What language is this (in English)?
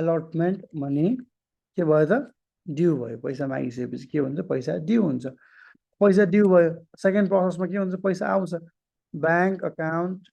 Nepali